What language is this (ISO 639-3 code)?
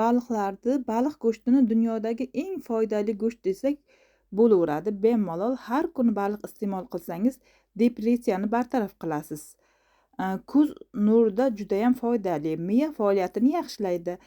uzb